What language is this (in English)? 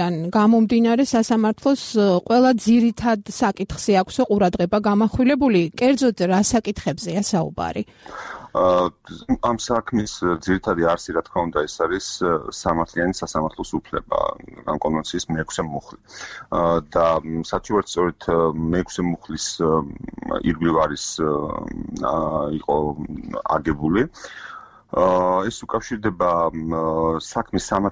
Georgian